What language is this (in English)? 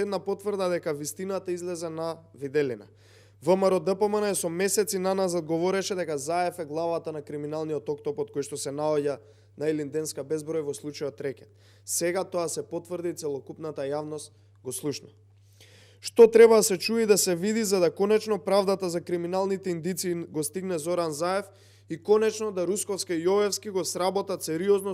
Macedonian